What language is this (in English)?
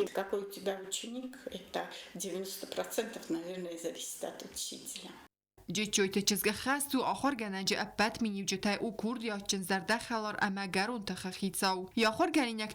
Ossetic